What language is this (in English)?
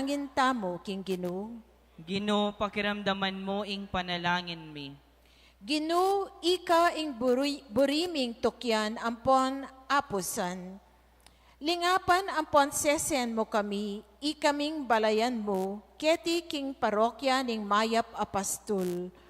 Pampanga